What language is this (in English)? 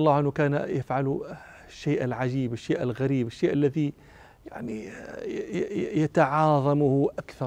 Arabic